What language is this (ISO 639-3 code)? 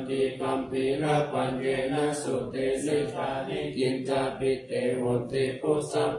pli